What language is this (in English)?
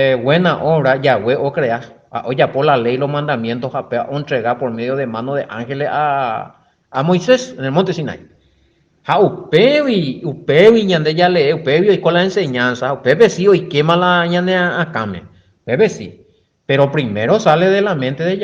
Guarani